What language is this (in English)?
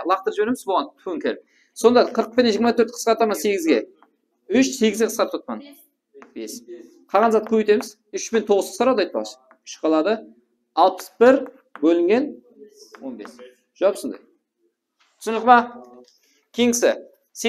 Kara-Kalpak